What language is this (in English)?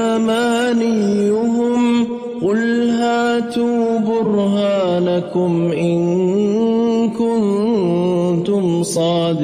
Arabic